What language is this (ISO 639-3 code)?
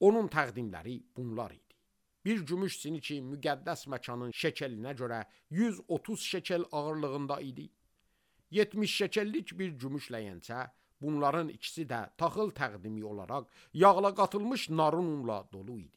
aze